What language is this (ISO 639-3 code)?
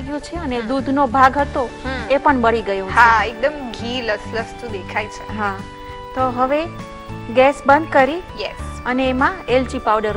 guj